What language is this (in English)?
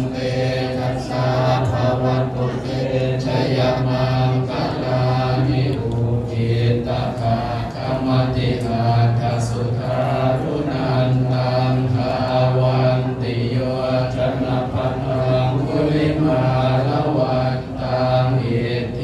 Pali